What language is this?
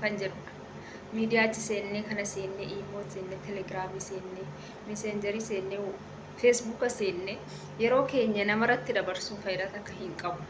Oromo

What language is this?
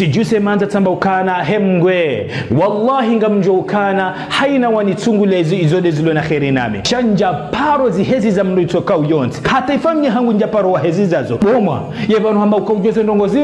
Ngazidja Comorian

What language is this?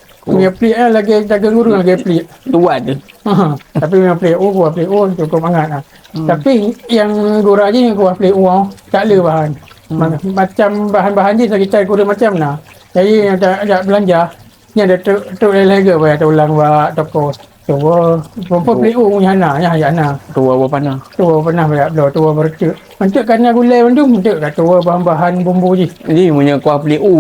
Achinese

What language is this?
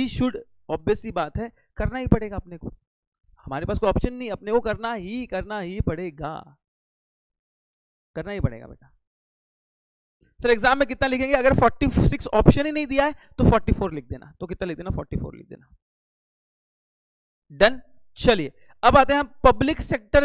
Hindi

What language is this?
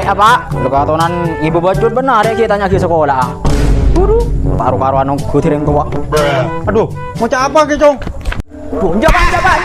Madurese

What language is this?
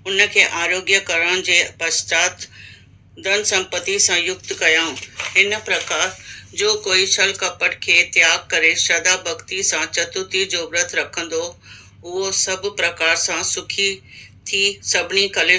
Sindhi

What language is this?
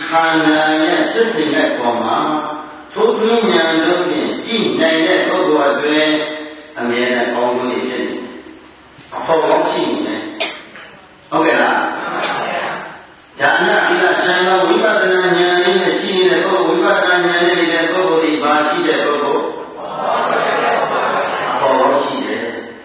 Burmese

